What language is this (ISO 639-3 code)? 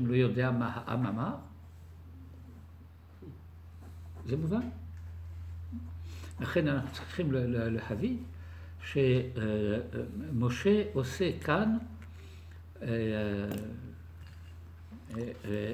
heb